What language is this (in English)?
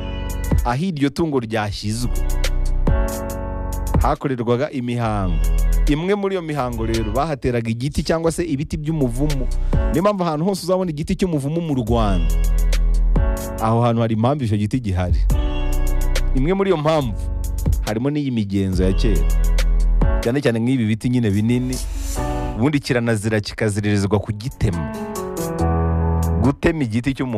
Kinyarwanda